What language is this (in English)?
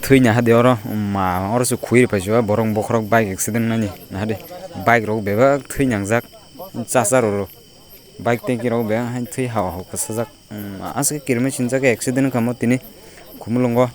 Kok Borok